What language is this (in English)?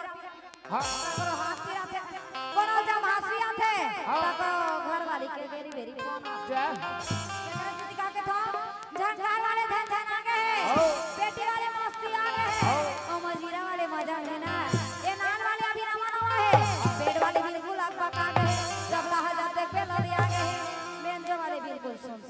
Chhattisgarhi